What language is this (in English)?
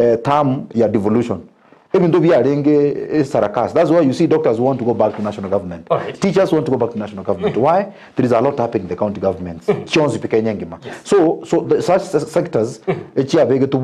Gusii